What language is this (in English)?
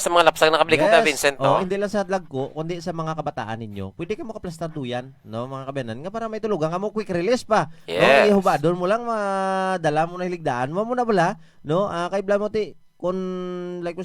Hiligaynon